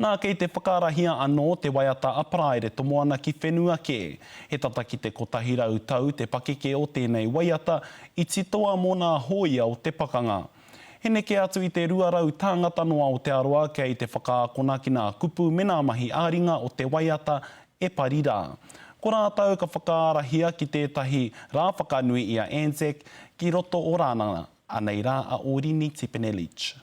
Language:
Māori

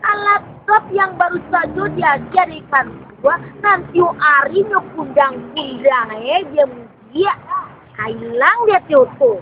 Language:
Minangkabau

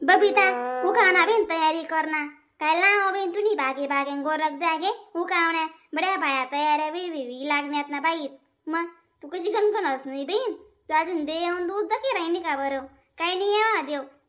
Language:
Khandesi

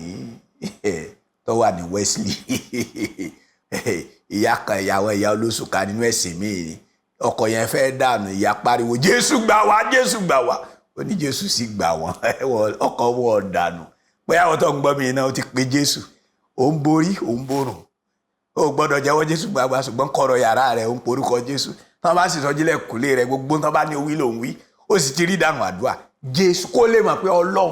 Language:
Yoruba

